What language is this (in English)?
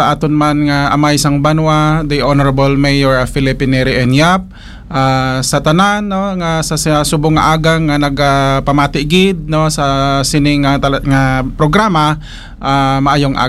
Hiligaynon